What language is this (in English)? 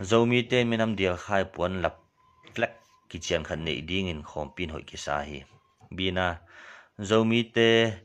Tedim Chin